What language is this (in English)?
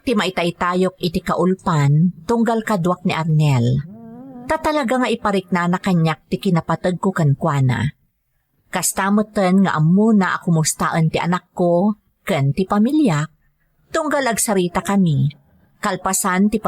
Iloko